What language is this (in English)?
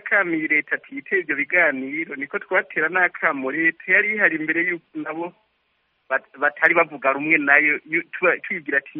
Kinyarwanda